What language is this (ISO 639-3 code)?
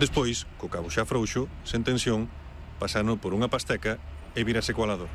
glg